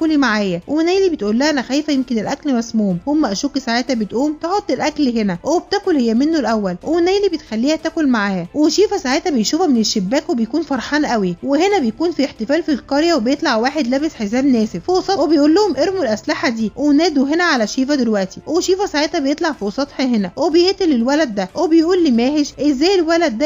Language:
Egyptian Arabic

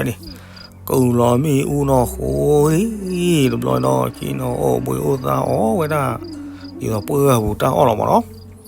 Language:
S'gaw Karen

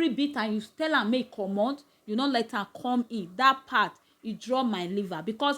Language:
Nigerian Pidgin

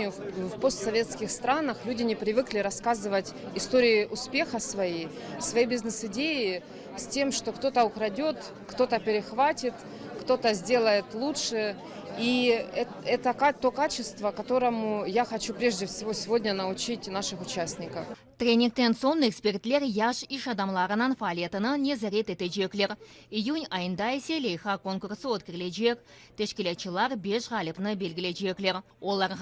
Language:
Crimean Tatar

